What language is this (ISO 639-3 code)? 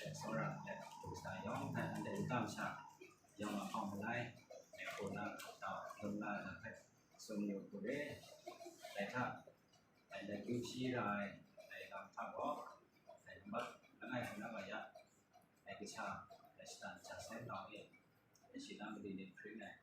kac